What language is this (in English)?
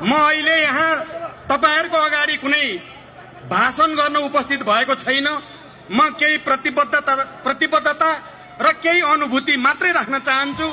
Nepali